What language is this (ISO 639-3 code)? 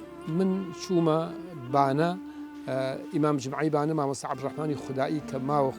ckb